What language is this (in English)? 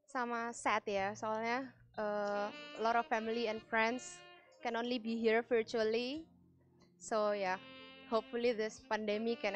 Indonesian